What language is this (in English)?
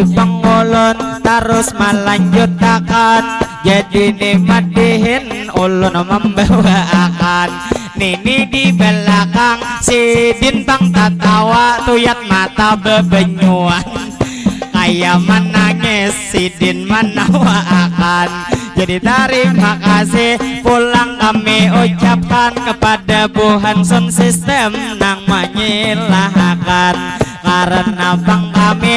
Banjar